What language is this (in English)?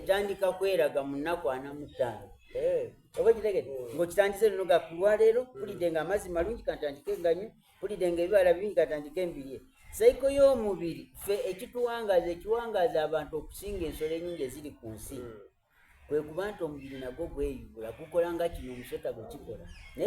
Soga